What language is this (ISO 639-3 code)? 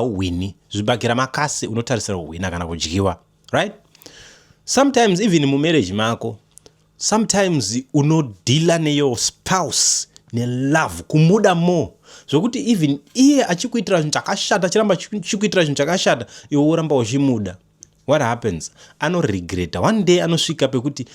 sna